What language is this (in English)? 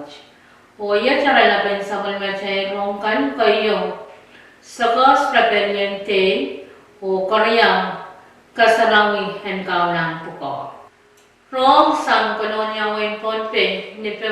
Pohnpeian